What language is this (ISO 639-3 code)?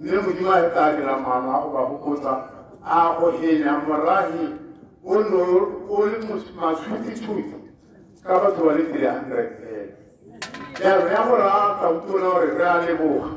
tsn